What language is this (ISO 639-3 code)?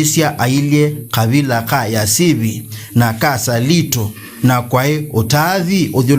kam